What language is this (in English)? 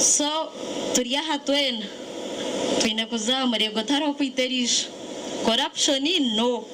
Nyankole